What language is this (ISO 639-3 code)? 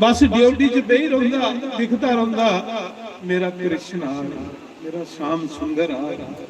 doi